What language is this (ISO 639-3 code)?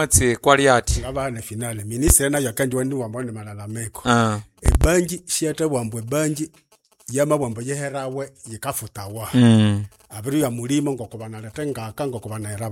nnb